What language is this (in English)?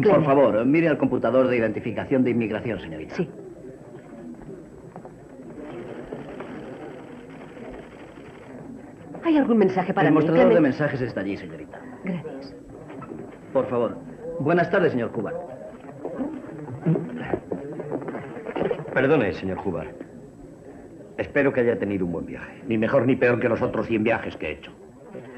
Spanish